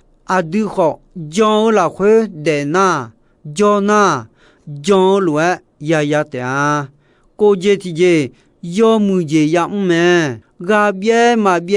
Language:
Akha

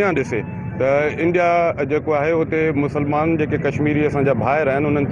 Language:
Sindhi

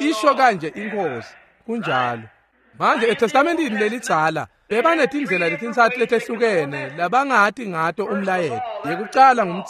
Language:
Swati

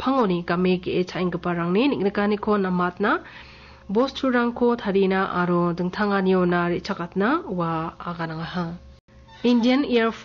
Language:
Garo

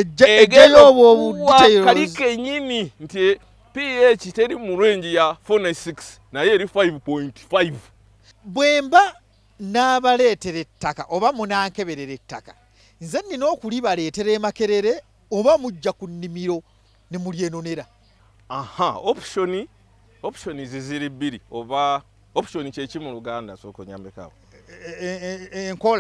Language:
Ganda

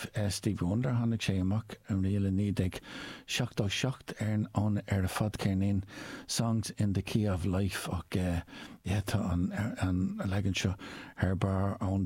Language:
Irish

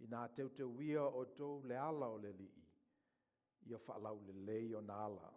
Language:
Samoan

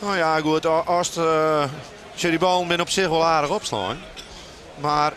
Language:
Western Frisian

